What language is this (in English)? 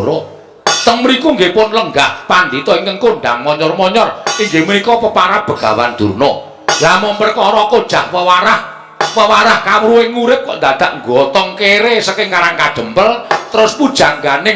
Javanese